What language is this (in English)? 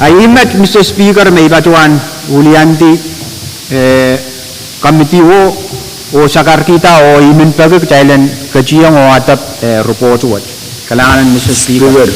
Pohnpeian